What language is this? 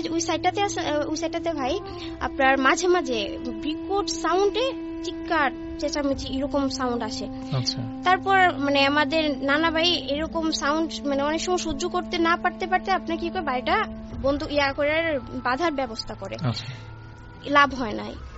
Bangla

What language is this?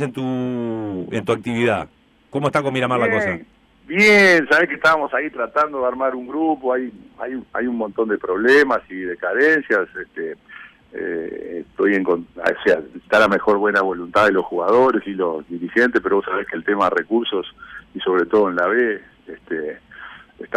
Spanish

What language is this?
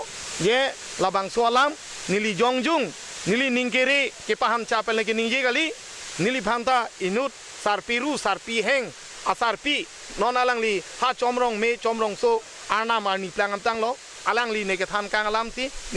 Karbi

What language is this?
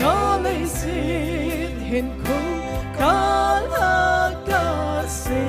Tangkhul Naga (India)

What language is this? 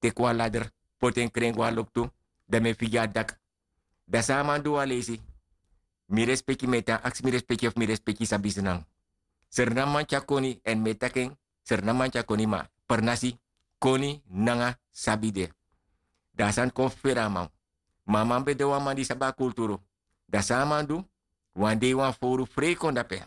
Sranan Tongo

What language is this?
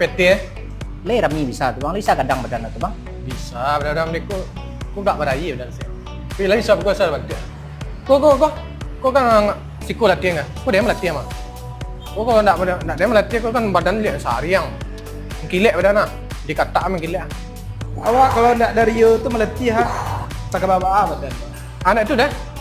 Minangkabau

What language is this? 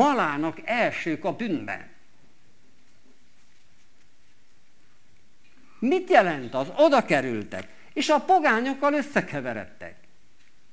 Hungarian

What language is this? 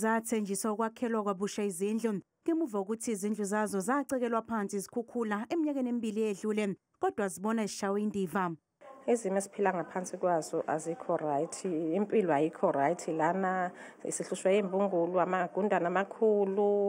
Zulu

